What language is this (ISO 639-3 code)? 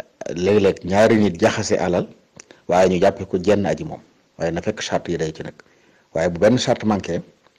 wol